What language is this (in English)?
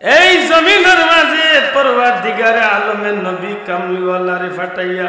Sylheti